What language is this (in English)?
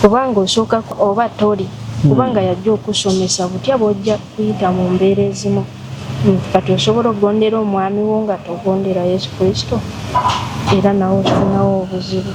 Ganda